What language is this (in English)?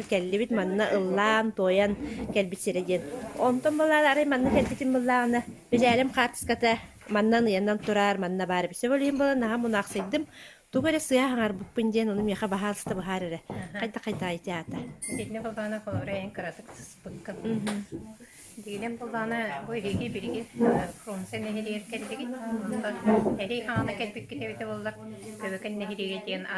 Yakut